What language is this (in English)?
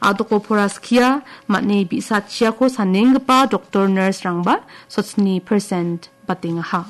Garo